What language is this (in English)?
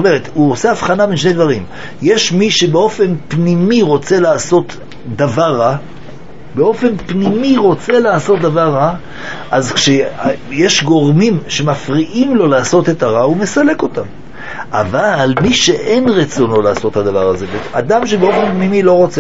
Hebrew